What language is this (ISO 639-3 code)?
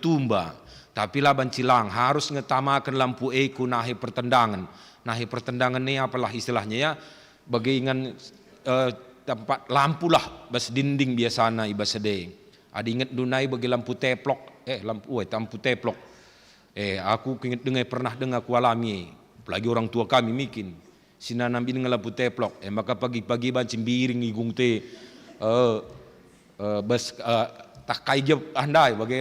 btx